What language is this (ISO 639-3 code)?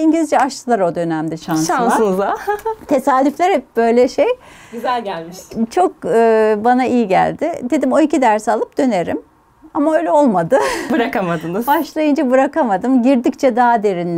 tur